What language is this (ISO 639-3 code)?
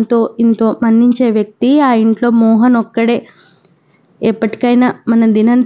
tel